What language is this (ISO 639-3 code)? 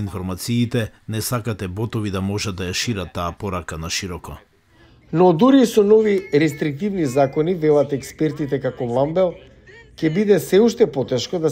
mkd